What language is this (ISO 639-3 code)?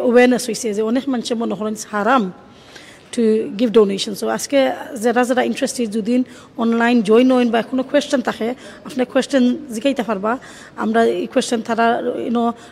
syl